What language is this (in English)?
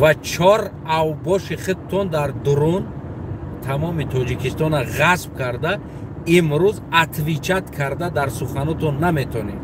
Tajik